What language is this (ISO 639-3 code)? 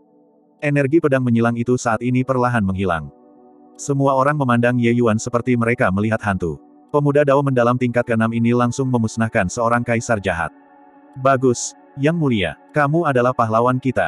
ind